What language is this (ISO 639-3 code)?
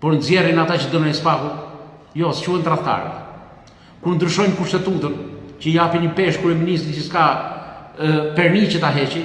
sqi